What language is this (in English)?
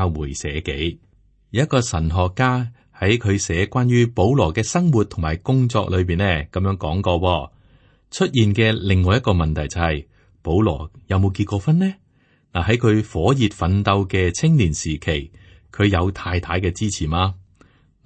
Cantonese